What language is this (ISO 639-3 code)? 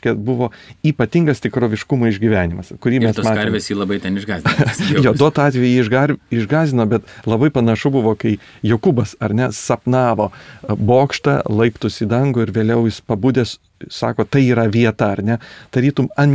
lit